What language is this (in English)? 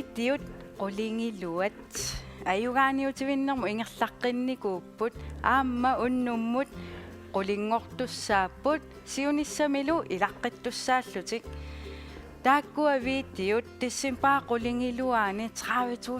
Kalaallisut